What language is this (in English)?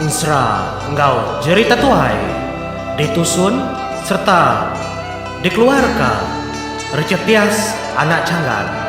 Iban